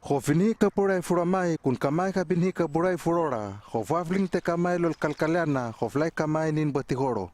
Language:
Hano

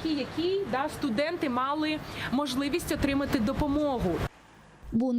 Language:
Crimean Tatar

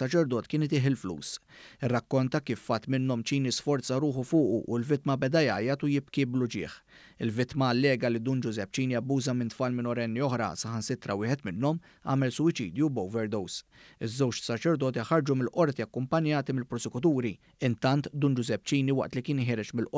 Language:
Maltese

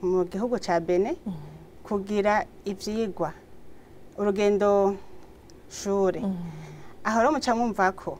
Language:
Rundi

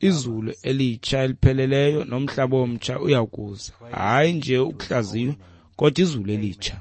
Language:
Xhosa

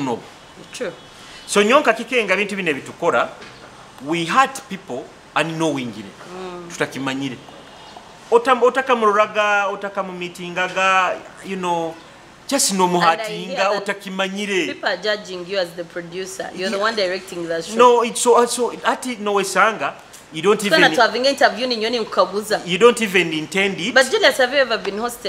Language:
Nyoro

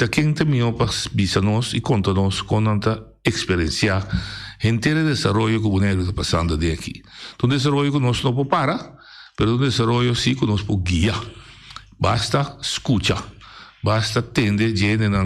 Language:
Papiamento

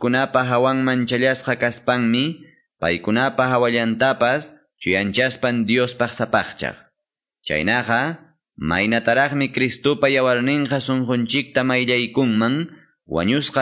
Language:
Quechua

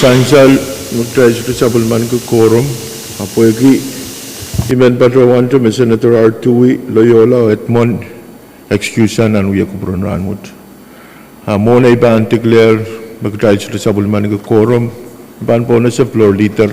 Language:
Pohnpeian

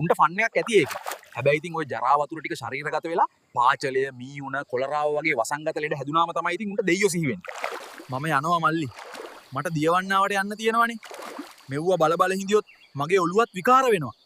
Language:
Sinhala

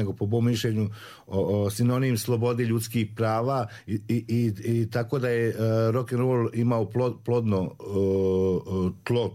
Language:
Croatian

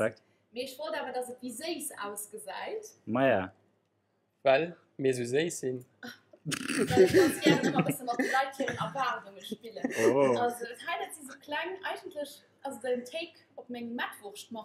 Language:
Luxembourgish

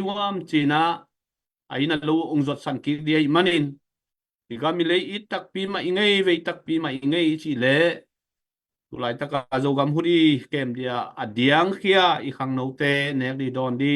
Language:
Tedim Chin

